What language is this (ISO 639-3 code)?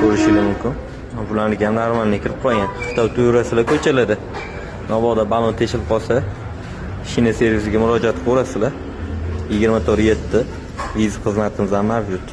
uzb